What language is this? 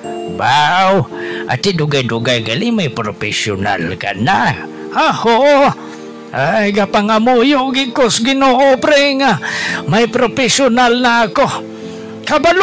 Hiligaynon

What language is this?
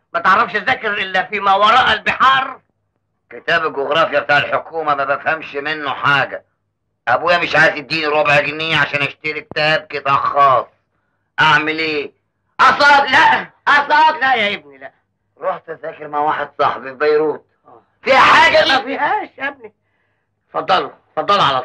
Egyptian Arabic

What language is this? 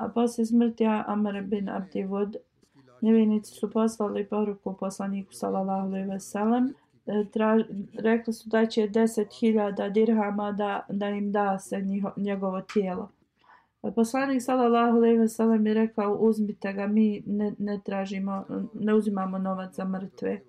Bosnian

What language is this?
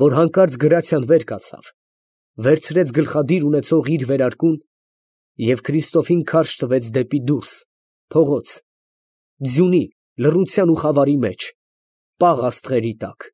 Armenian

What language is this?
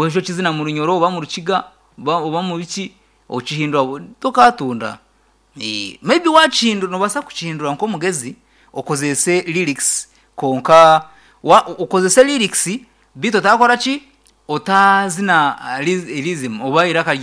Nyankole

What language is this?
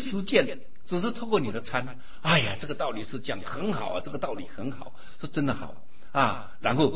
Chinese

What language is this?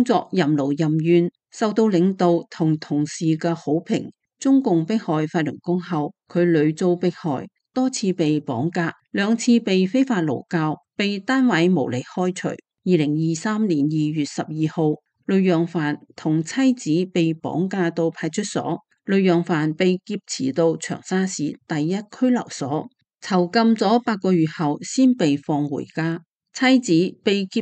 Cantonese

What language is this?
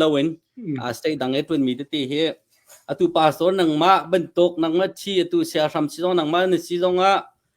Hakha Chin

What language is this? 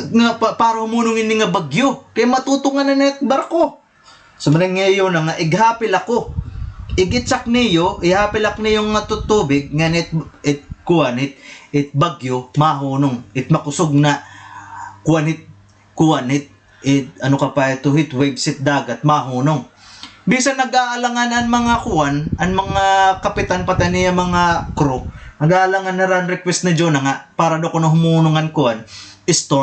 Waray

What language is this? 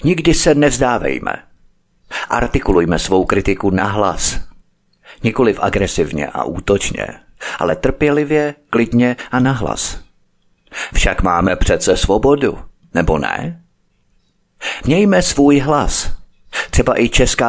Czech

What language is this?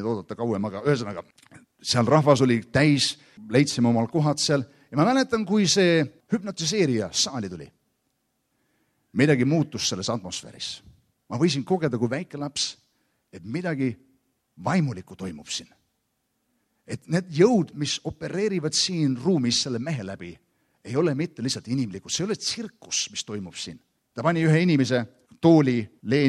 Estonian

